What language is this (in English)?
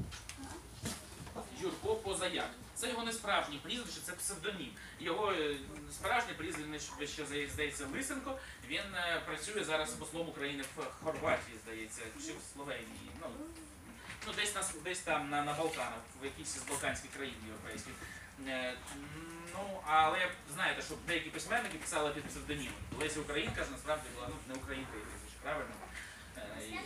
Ukrainian